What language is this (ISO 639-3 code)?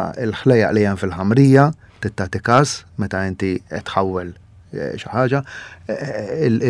mlt